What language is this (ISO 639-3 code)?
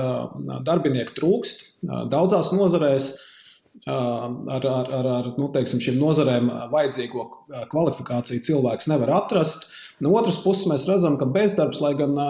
lav